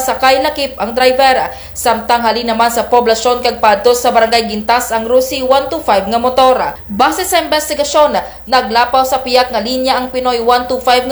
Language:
Kinaray-a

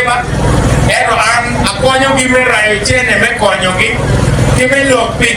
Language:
Acoli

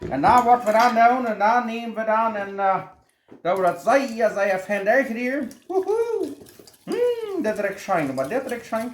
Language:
Plautdietsch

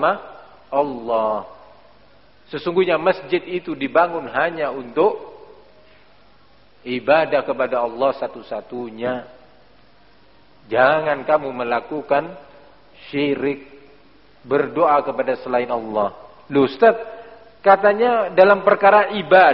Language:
Indonesian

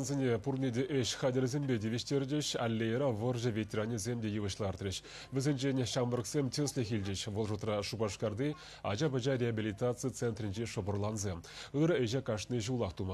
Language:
Chuvash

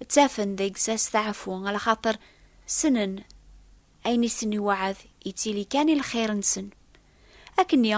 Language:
Kabyle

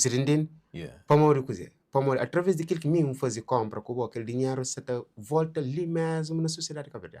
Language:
Kabuverdianu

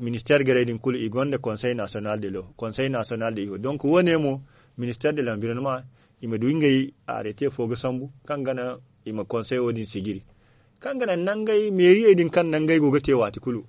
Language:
Zarma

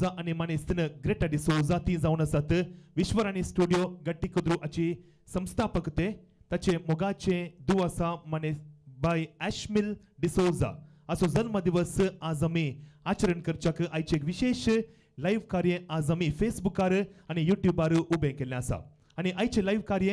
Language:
Konkani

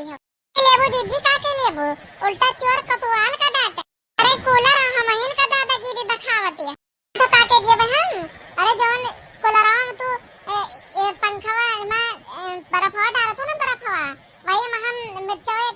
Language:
Awadhi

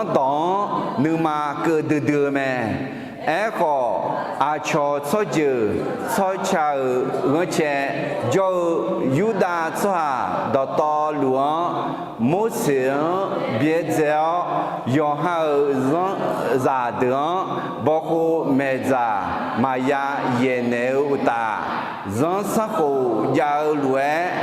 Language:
Akha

